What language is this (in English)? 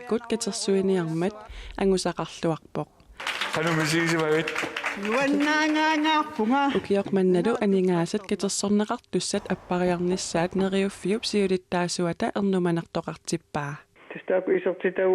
Kalaallisut